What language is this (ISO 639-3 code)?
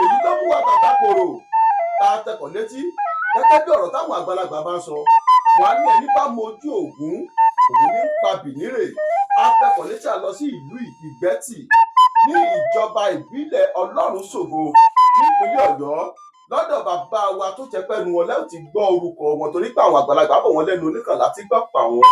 yor